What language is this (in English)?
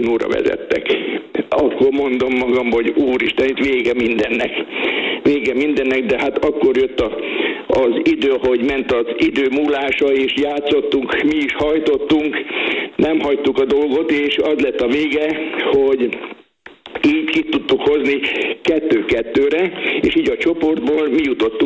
Hungarian